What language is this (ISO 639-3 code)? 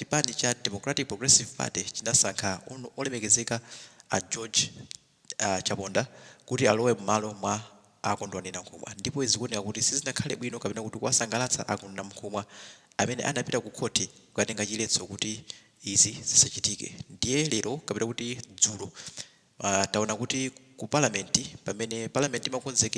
nya